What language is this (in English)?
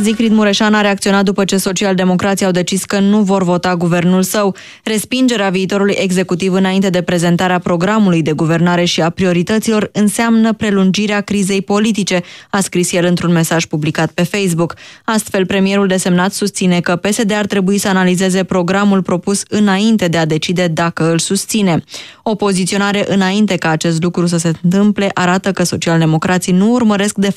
Romanian